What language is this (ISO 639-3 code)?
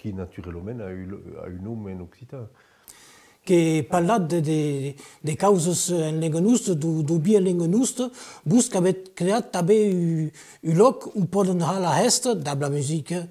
oci